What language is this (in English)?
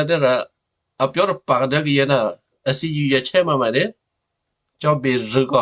Western Kayah